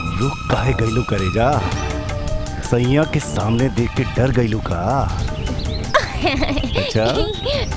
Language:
Bhojpuri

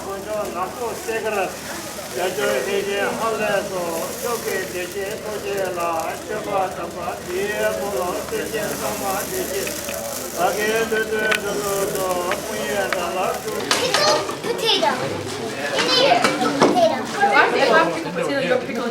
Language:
Tibetan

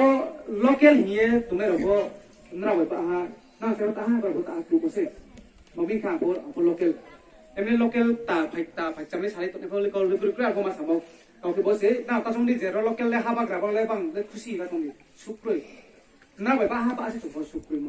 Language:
Riang (India)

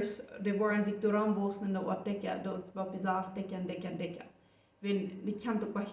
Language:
Plautdietsch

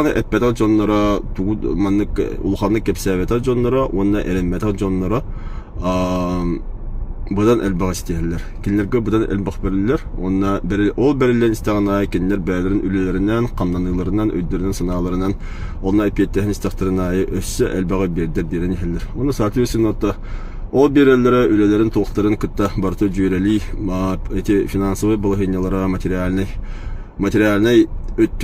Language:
Yakut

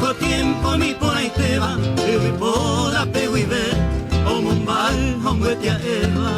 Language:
Guarani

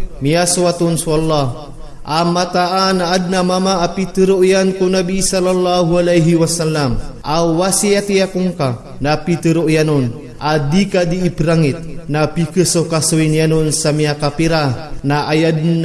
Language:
Maranao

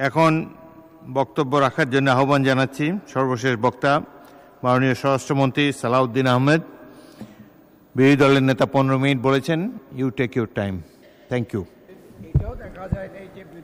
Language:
Bangla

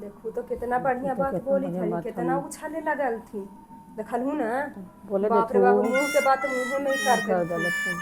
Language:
Magahi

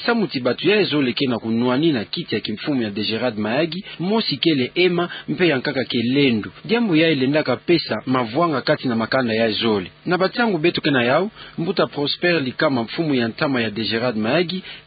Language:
Kituba (Democratic Republic of Congo)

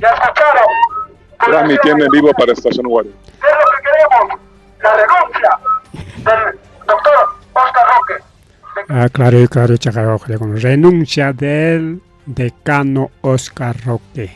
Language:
Ayacucho Quechua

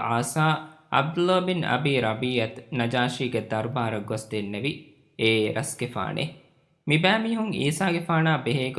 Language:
Divehi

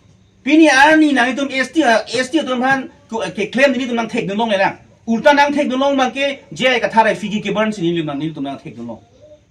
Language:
Karbi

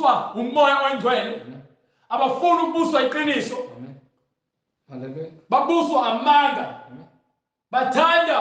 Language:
Zulu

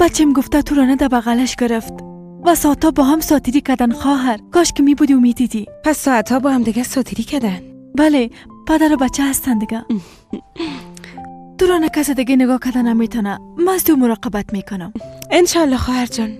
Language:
Persian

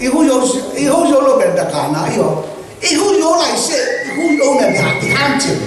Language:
Tedim Chin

